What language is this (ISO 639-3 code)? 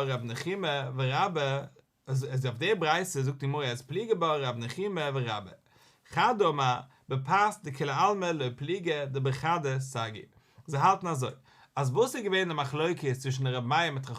yid